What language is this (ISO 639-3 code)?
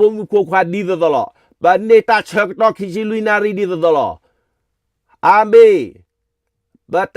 ksw